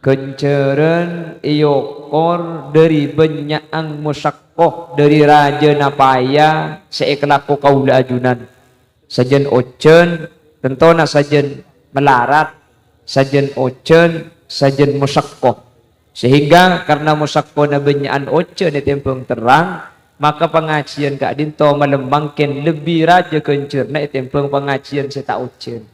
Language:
Madurese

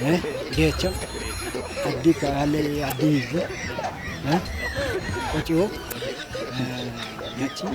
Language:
Kafa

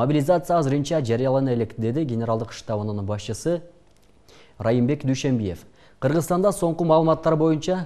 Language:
Kyrgyz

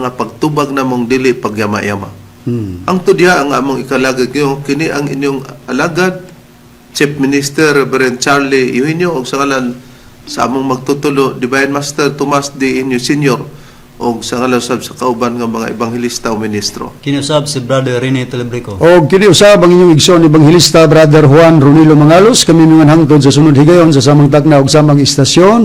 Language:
Cebuano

